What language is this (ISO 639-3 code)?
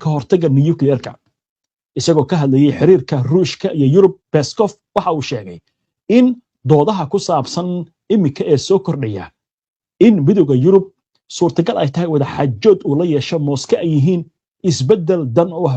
som